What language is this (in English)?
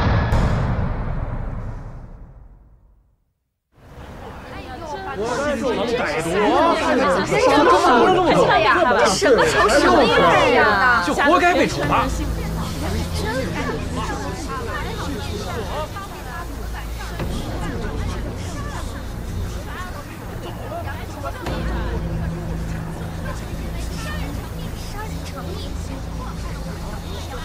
Chinese